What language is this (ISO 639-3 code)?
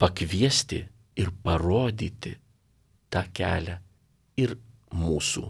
lit